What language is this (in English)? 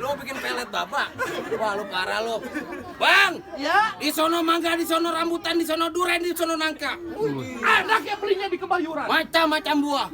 Betawi